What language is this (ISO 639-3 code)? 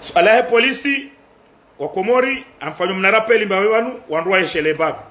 zdj